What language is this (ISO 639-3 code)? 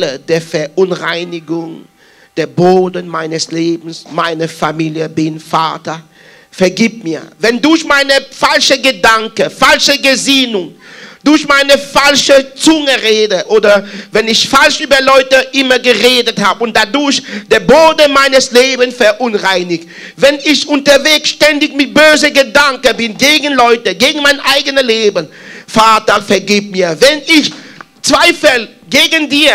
deu